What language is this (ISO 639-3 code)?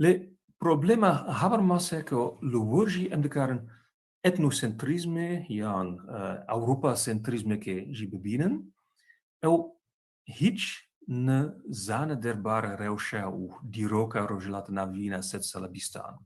kur